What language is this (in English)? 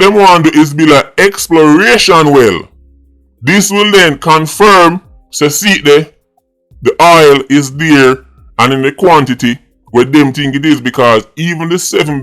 Jamaican Creole English